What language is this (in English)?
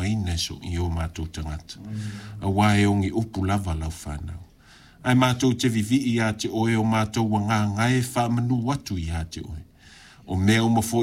Samoan